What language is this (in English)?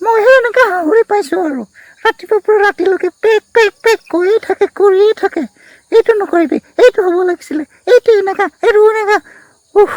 Assamese